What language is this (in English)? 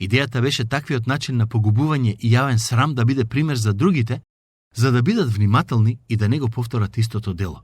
Macedonian